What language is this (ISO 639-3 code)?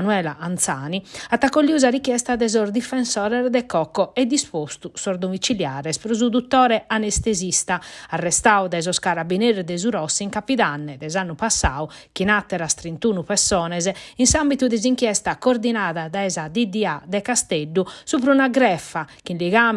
srd